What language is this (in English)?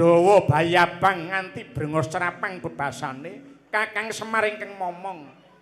Javanese